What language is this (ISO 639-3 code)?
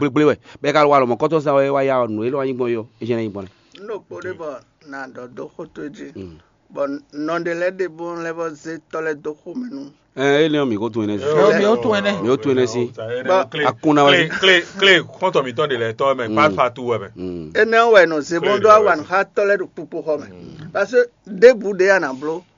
fon